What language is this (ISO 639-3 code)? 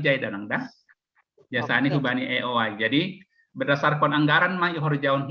bts